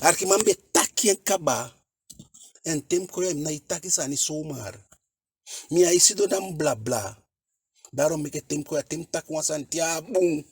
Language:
Eastern Maroon Creole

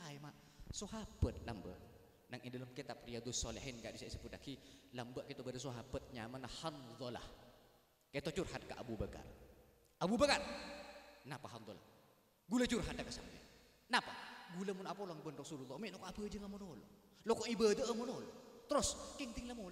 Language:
Madurese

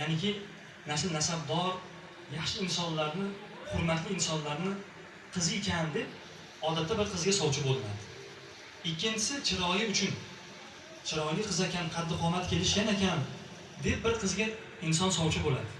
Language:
Uzbek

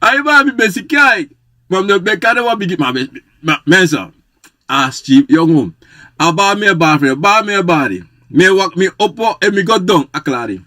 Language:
Sranan Tongo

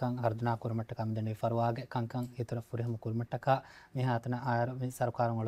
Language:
Divehi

